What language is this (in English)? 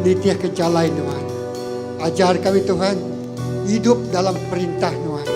Iban